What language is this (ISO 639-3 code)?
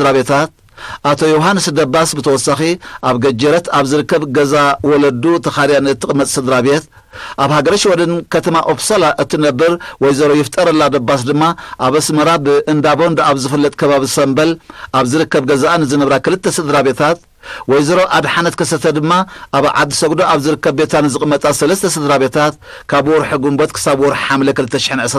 tir